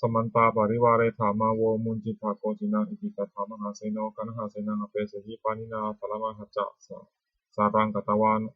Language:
Pali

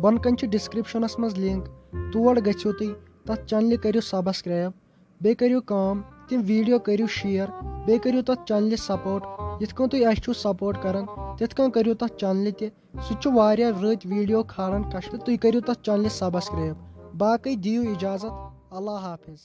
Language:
Kashmiri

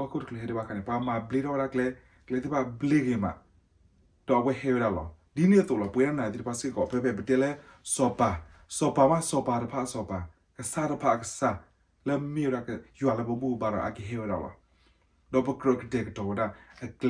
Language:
S'gaw Karen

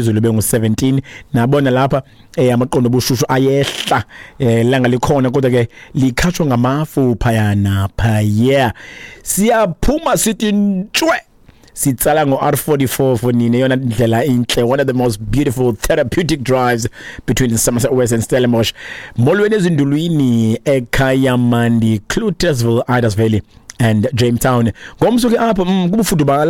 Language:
Xhosa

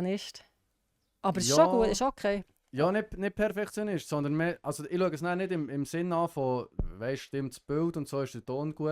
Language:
Swiss German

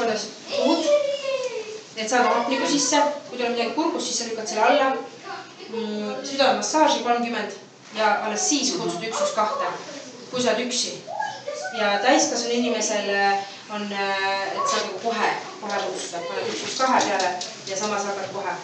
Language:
Estonian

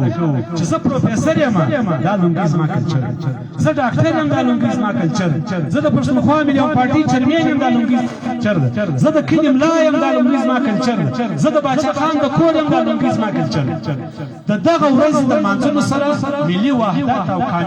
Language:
Pashto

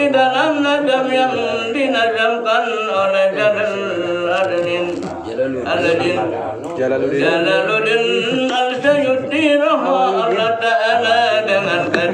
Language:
Sasak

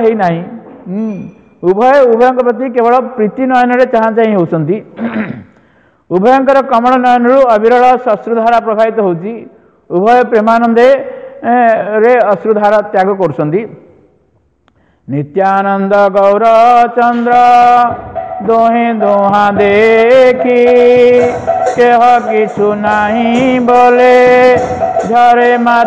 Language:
Odia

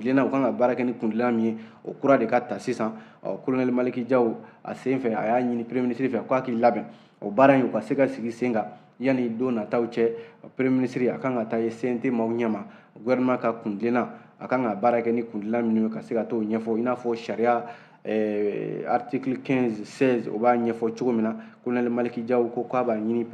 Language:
Bambara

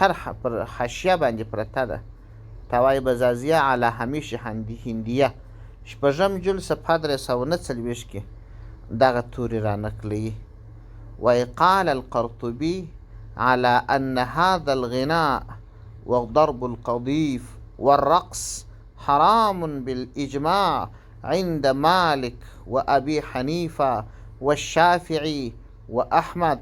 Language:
Pashto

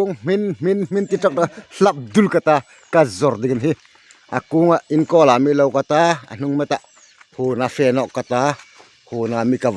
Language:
Hmar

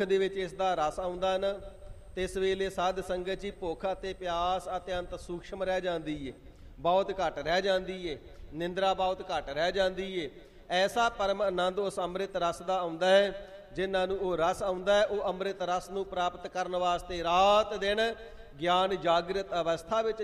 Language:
Punjabi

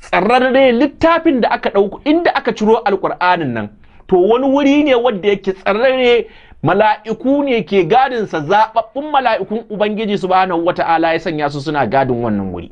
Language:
Hausa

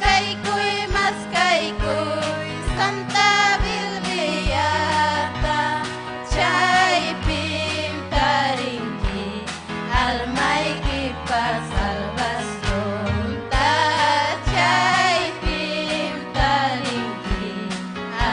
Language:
Ayacucho Quechua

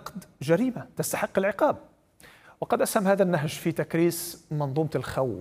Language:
Arabic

